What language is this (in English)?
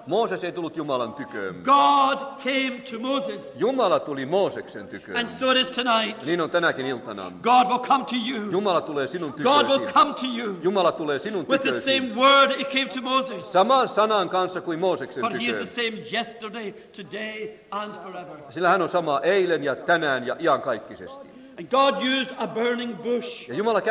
Finnish